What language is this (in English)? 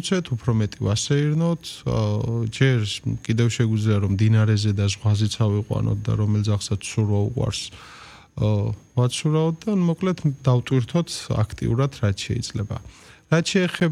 Georgian